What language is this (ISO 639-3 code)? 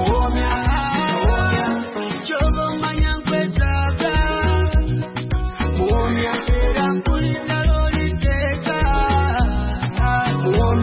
swa